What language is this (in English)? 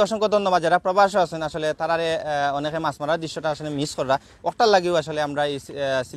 Sylheti